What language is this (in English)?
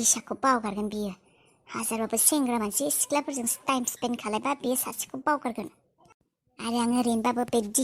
Bodo